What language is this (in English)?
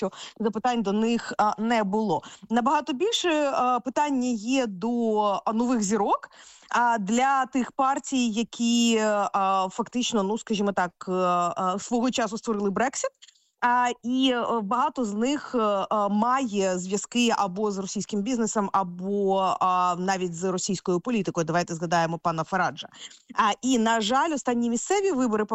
Ukrainian